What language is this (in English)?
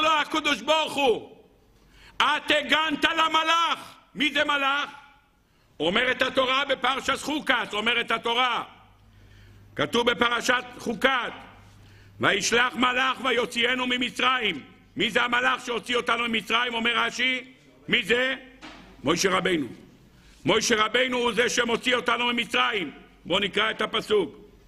Hebrew